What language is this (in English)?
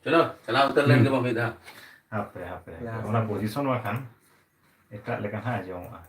Santali